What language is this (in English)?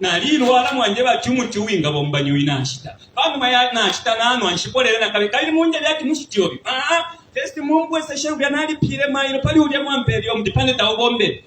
Bemba